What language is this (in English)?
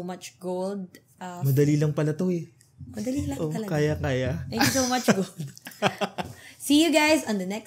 Filipino